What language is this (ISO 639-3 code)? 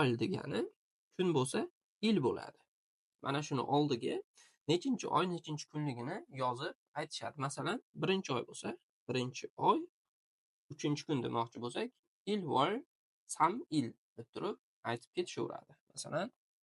uzb